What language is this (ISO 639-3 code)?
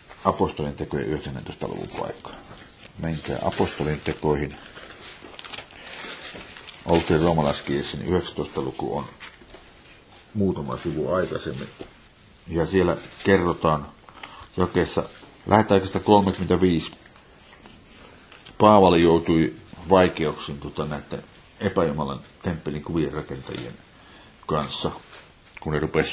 fin